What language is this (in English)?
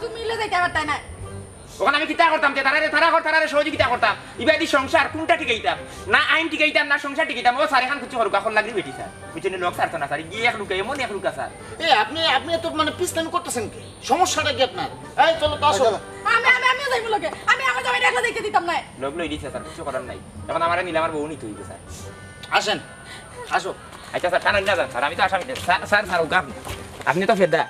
Sylheti